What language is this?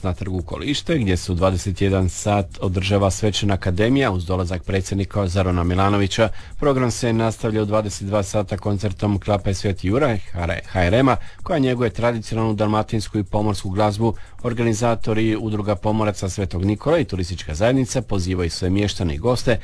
Croatian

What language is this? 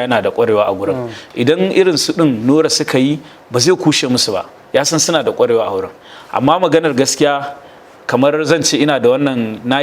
Hausa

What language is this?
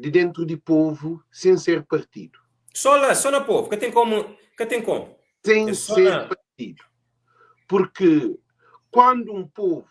Kabuverdianu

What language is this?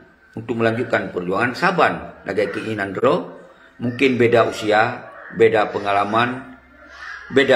Achinese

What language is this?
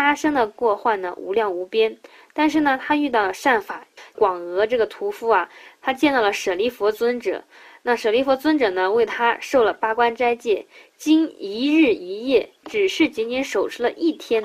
Chinese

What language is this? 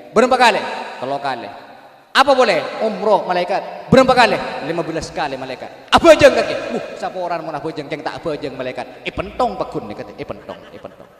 Madurese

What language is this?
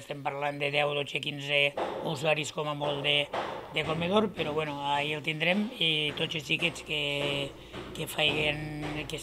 Catalan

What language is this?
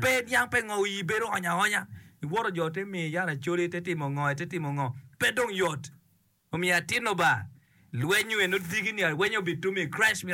Acoli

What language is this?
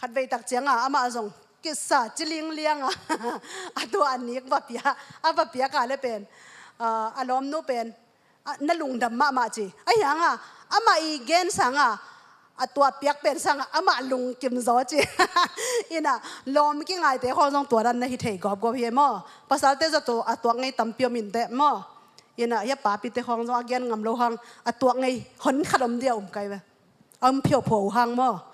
Tedim Chin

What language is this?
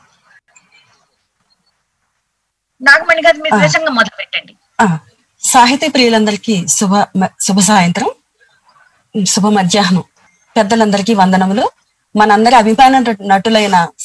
Telugu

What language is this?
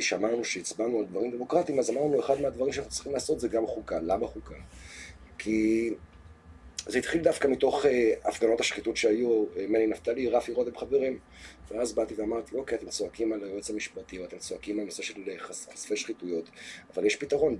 Hebrew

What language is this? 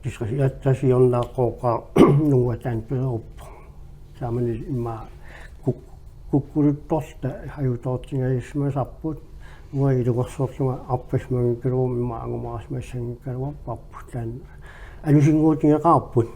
Kalaallisut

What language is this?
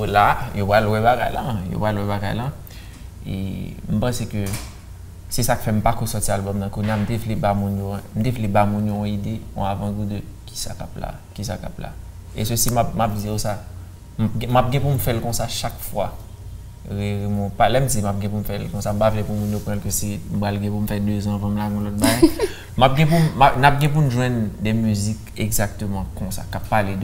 Haitian Creole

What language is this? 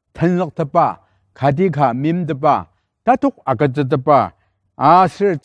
Ao Naga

